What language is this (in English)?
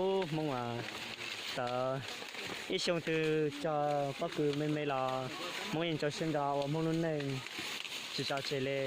Hmong